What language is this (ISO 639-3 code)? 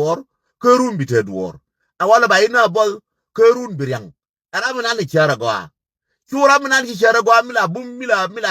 nus